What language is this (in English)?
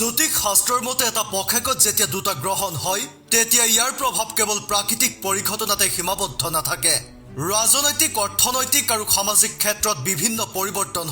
Assamese